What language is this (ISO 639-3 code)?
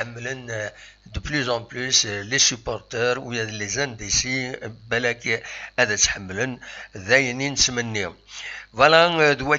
kab